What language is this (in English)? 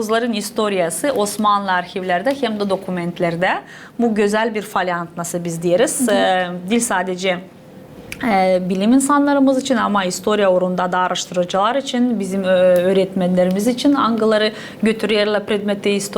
Gagauz